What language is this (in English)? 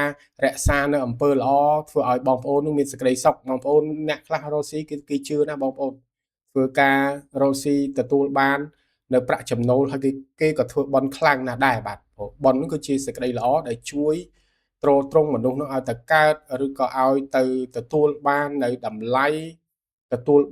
Khmer